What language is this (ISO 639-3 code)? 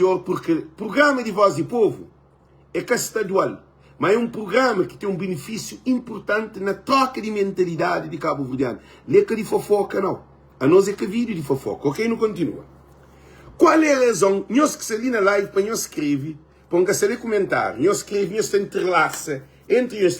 kea